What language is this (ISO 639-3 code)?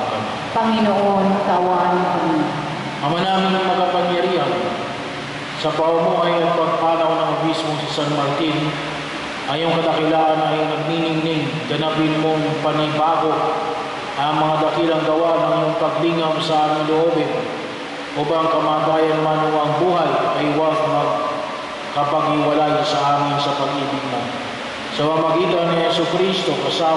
fil